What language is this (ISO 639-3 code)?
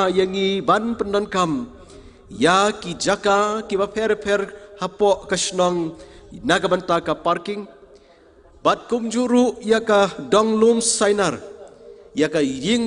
kha